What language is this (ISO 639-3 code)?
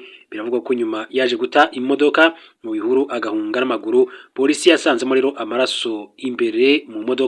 kin